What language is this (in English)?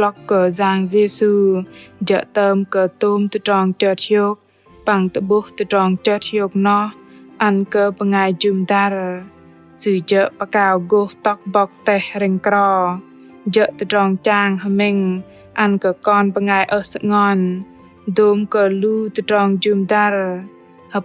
Bahnar